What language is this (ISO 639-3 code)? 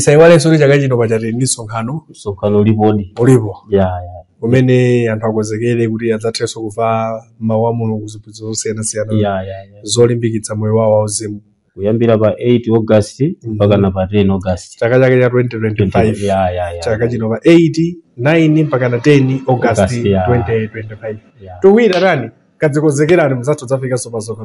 nya